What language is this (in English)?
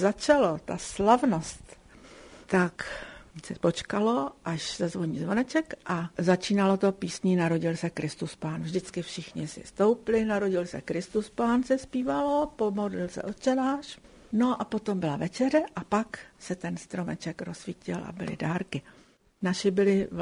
Czech